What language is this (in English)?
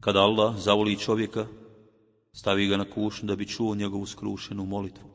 Bosnian